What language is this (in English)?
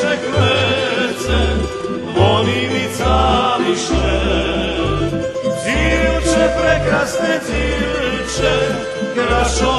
Rusyn